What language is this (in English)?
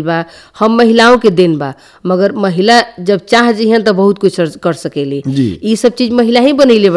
Bhojpuri